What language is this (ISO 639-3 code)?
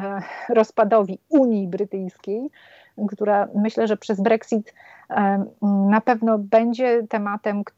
pol